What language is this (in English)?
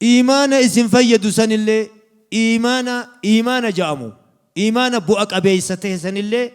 Oromo